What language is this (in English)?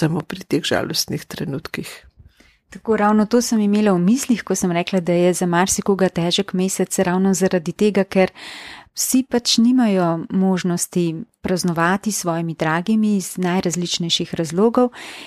Slovenian